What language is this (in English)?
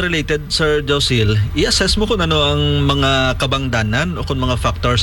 Hiligaynon